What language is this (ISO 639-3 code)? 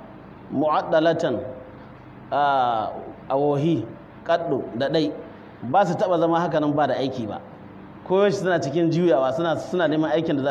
hau